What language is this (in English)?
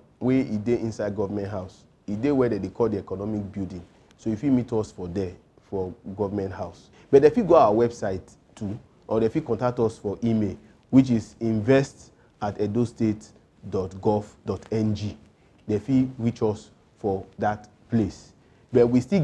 Nigerian Pidgin